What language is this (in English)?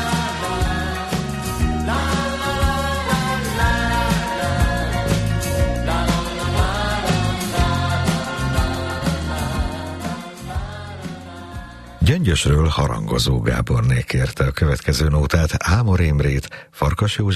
Hungarian